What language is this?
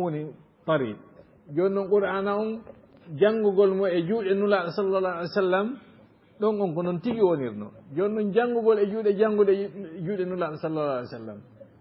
Fula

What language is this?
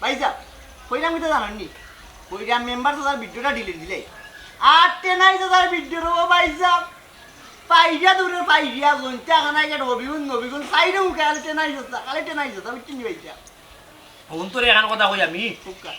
Sylheti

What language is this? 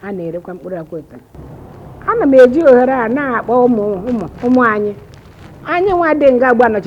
Igbo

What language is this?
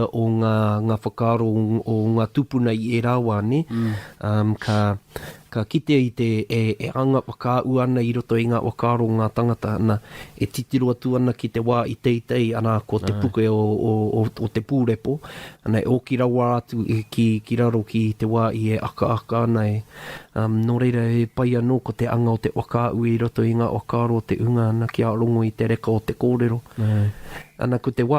Māori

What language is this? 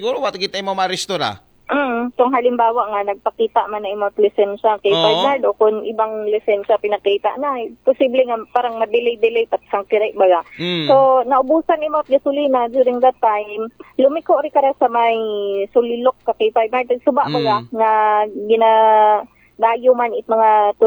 Aklanon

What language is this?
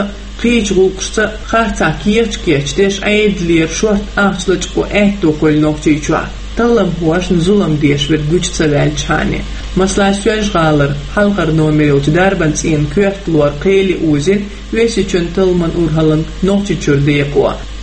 Chechen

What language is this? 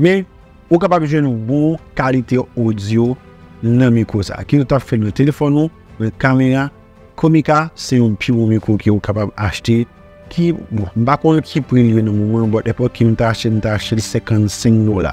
Haitian Creole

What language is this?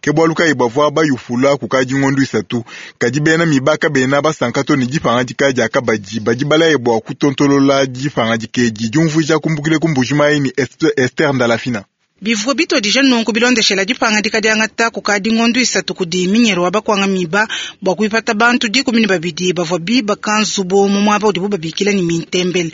Luba-Lulua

